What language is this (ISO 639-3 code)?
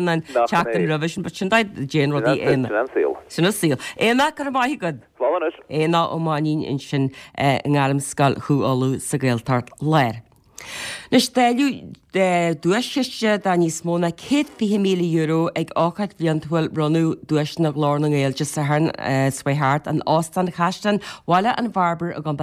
gle